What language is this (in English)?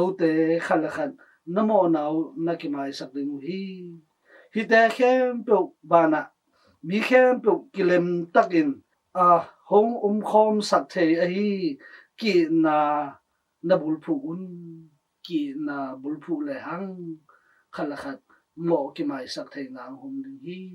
Tedim Chin